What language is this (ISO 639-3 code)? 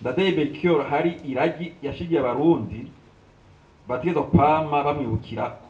run